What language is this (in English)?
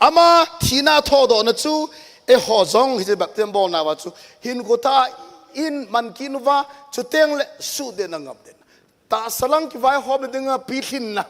Thado Chin